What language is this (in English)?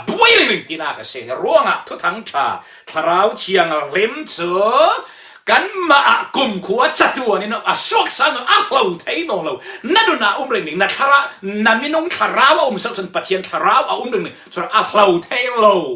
Falam Chin